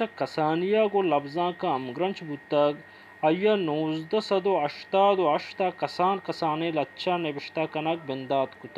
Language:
Baluchi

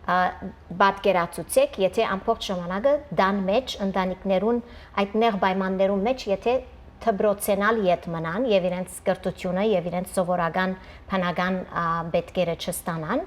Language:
Western Armenian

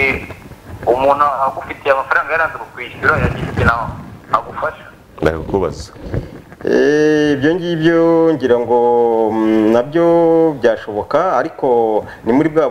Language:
Kinyarwanda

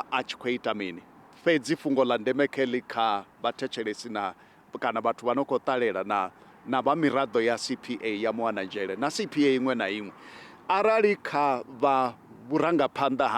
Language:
Venda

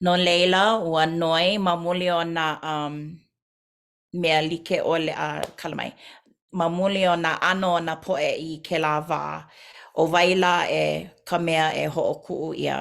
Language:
Hawaiian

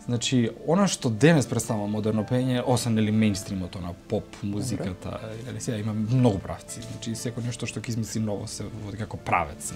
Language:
Macedonian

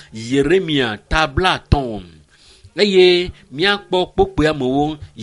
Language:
Ewe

